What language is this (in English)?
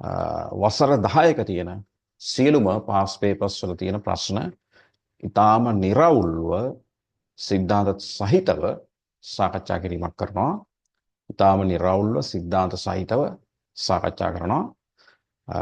Sinhala